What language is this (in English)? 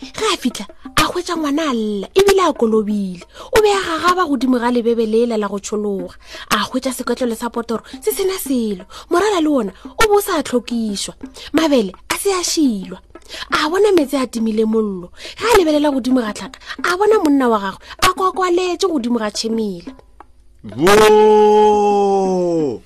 Northern Sotho